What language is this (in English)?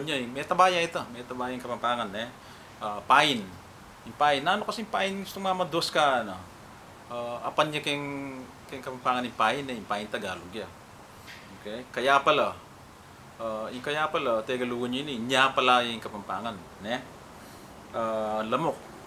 Pampanga